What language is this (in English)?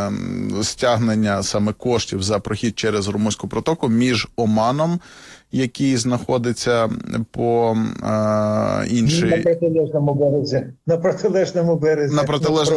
Ukrainian